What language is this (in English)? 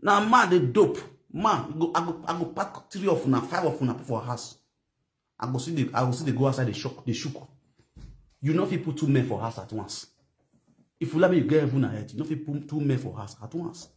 Nigerian Pidgin